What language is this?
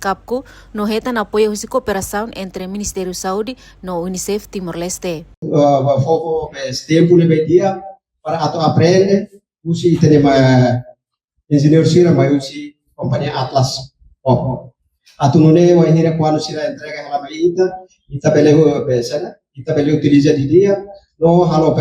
Tetum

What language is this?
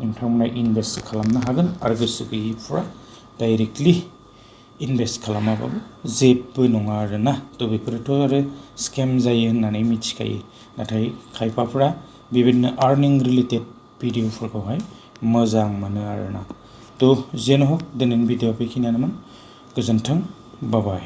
Bodo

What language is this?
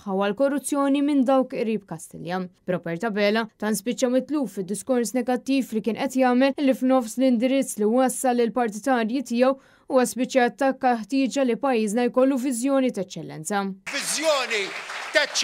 Maltese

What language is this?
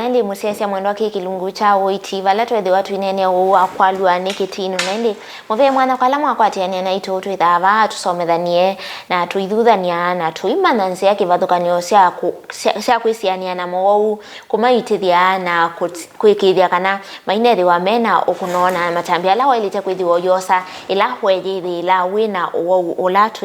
Kamba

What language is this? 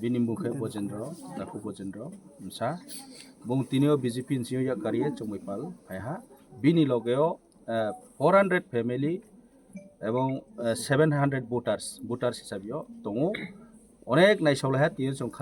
Kok Borok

